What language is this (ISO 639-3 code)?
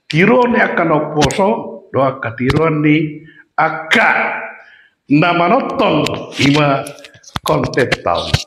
bbc